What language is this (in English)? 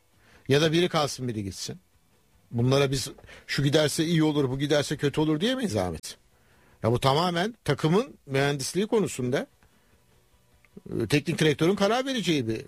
Turkish